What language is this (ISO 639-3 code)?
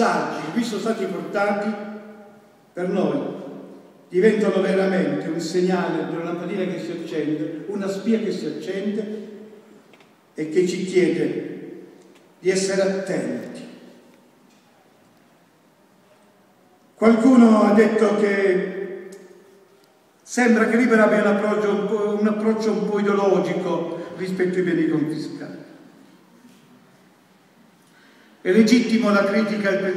ita